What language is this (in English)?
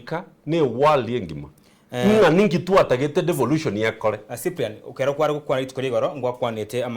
Gusii